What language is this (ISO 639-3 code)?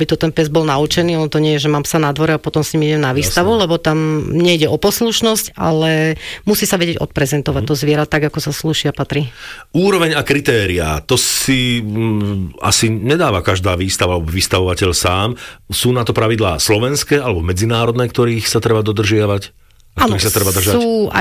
slk